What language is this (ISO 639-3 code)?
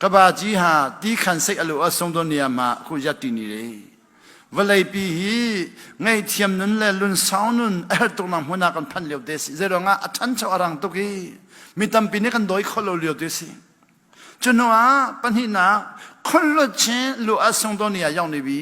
cnh